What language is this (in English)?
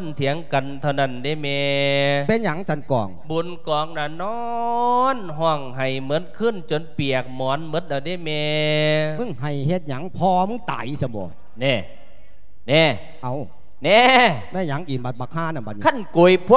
Lao